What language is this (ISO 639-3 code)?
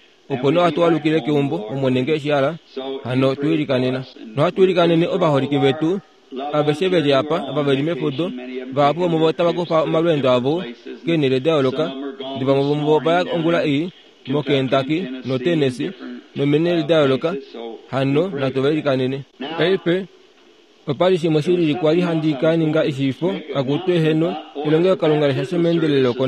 kua